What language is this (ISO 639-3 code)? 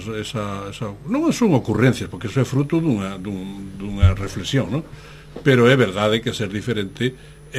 glg